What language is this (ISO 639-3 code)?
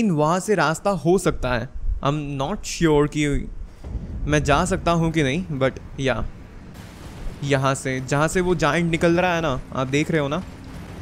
hin